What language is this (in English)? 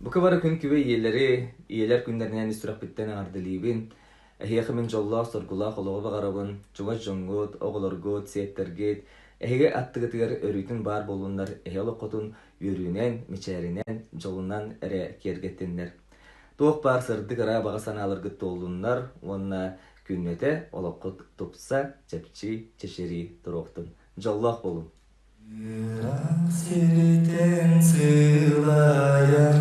Yakut